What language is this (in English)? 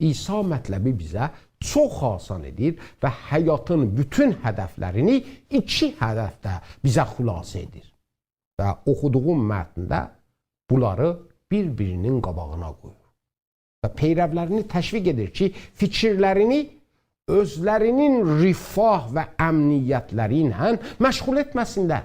South Azerbaijani